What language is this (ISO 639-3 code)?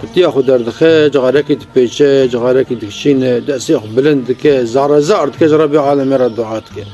kur